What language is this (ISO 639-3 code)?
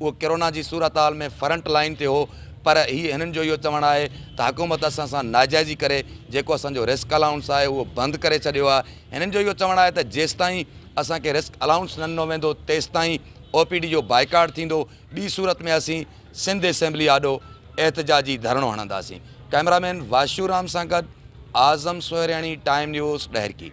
snd